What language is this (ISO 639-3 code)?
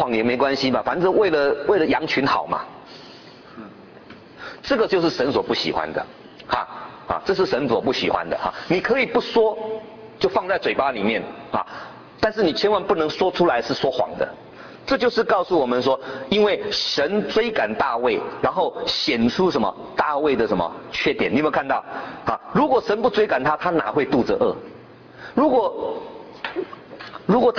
zho